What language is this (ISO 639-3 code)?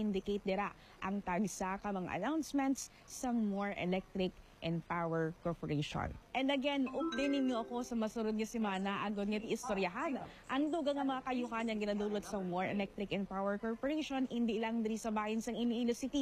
hil